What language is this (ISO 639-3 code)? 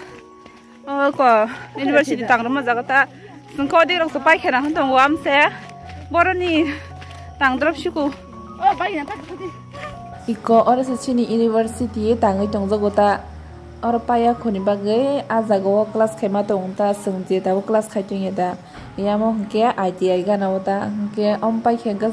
trp